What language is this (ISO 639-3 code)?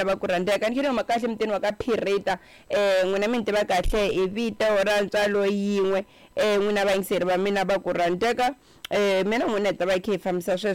tso